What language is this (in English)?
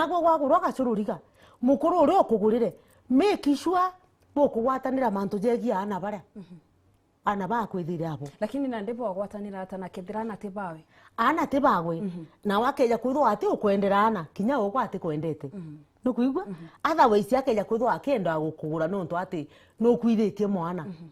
Meru